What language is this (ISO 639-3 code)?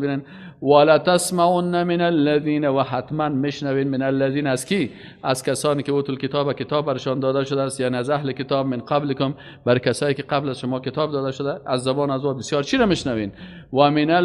fas